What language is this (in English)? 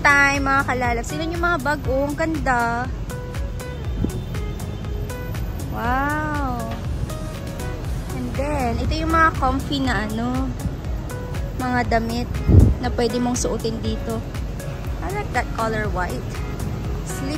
Filipino